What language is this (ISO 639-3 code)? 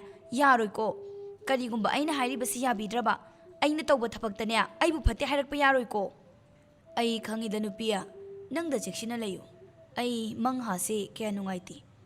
mni